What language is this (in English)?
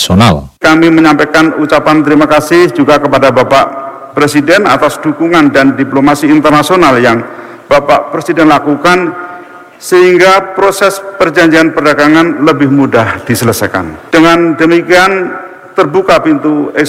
Indonesian